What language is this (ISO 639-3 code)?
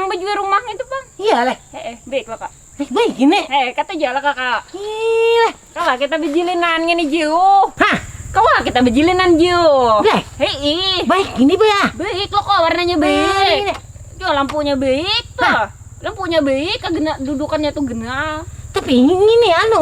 bjn